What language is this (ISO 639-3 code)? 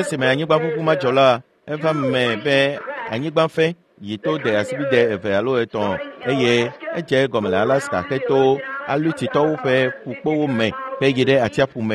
ewe